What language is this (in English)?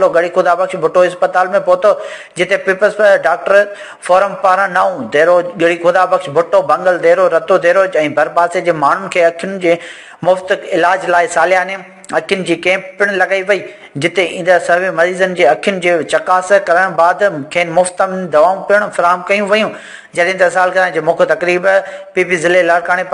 Sindhi